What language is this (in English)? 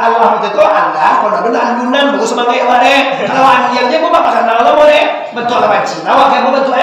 Minangkabau